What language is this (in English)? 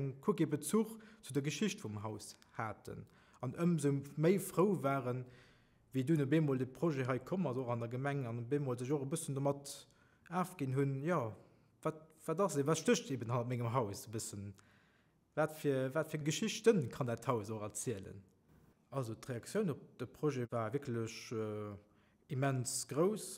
Luxembourgish